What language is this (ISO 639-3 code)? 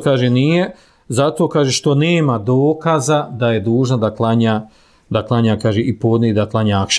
bos